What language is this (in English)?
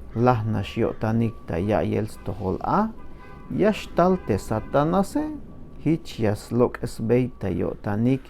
Tzeltal